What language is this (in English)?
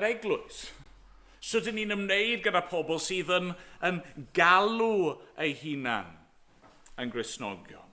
Welsh